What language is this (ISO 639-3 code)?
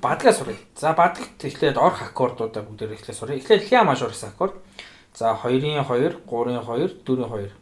mon